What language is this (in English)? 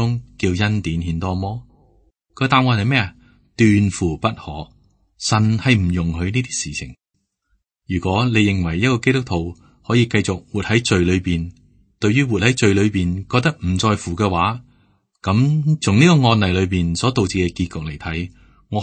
Cantonese